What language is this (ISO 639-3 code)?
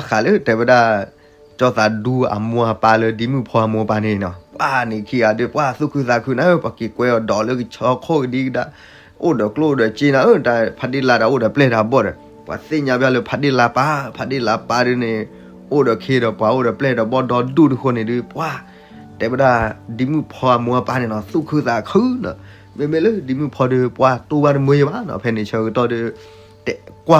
ksw